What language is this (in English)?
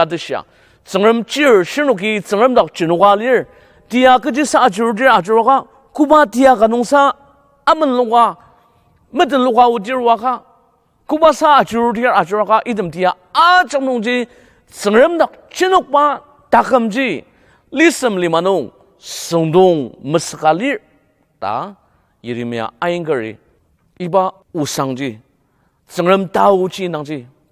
Ao Naga